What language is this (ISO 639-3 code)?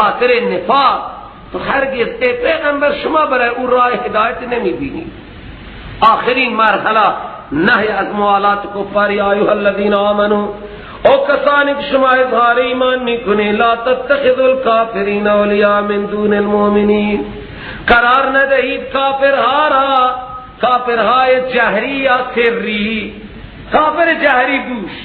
fas